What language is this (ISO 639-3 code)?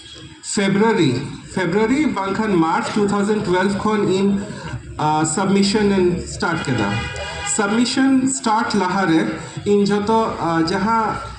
sat